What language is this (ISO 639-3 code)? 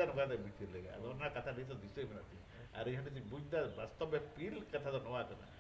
sat